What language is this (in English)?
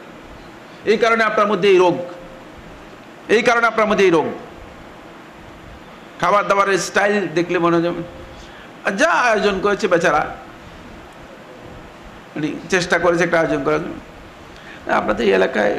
Bangla